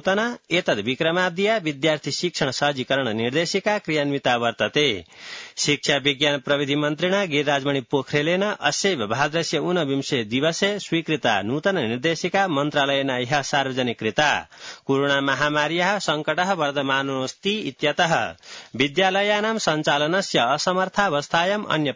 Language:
Sanskrit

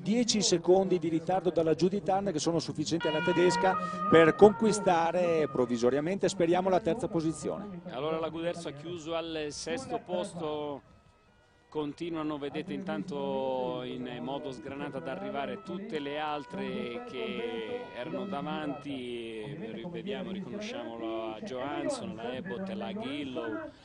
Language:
Italian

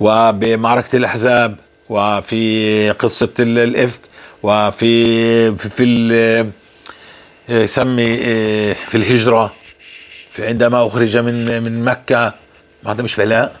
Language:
North Levantine Arabic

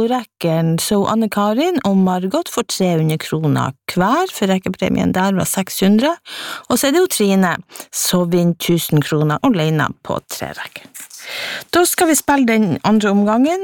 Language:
Norwegian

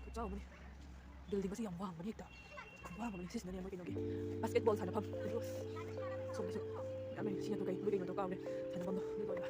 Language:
Manipuri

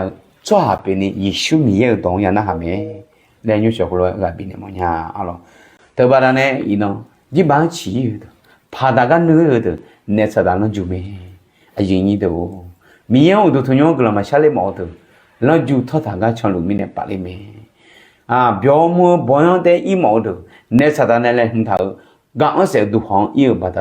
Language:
Akha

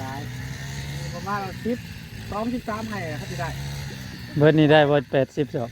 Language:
Northeastern Thai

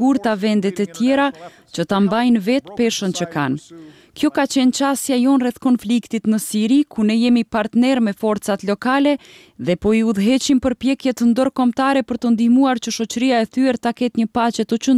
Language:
Albanian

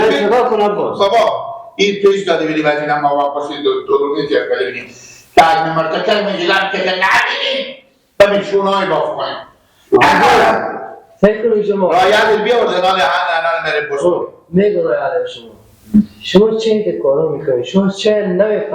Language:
Persian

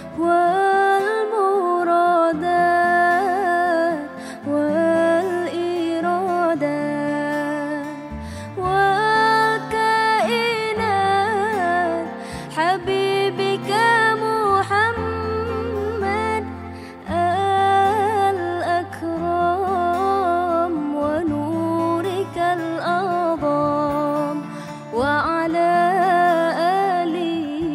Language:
Arabic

